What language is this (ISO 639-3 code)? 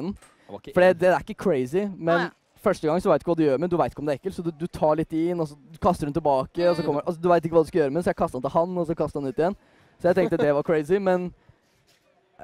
nor